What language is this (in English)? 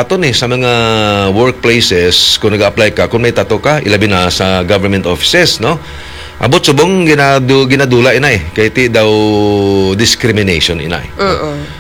Hiligaynon